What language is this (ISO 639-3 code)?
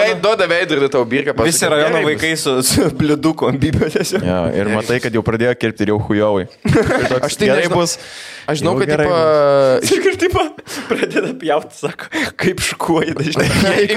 lit